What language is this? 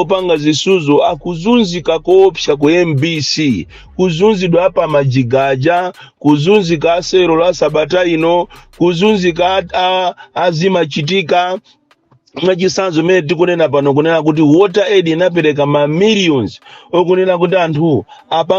Nyanja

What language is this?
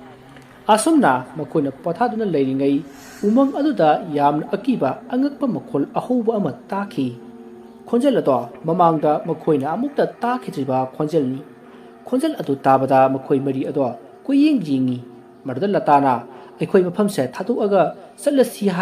Manipuri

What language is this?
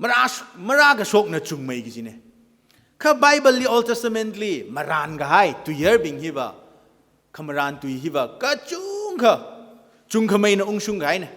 Tangkhul Naga (India)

